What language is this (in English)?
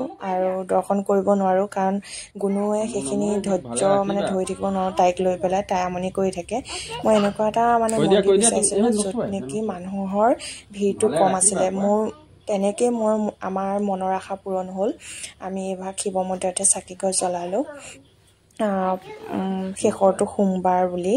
Assamese